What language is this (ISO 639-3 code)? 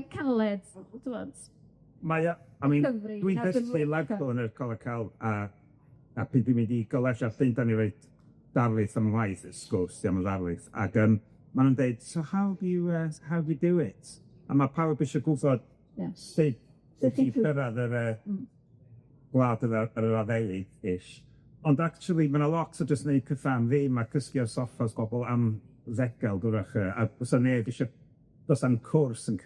cym